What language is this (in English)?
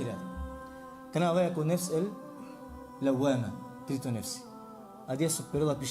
Balkan Romani